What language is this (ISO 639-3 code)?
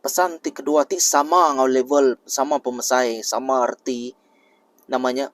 iba